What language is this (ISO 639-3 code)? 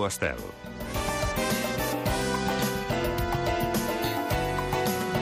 cat